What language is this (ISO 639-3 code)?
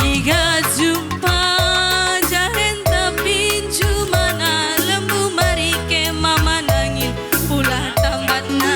btx